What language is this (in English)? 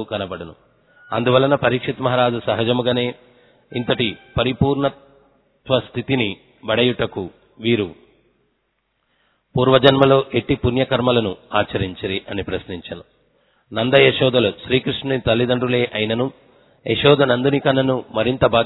Telugu